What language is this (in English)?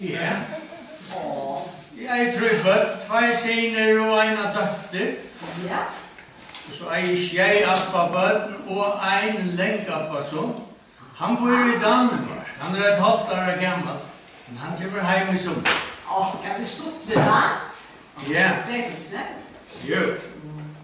Faroese